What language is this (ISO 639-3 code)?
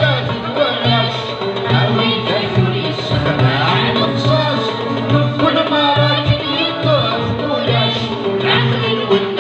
kab